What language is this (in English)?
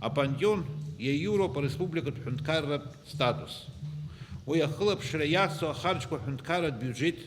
Abkhazian